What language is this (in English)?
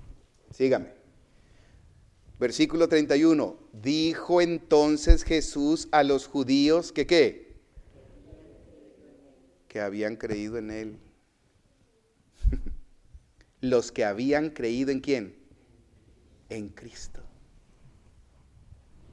Spanish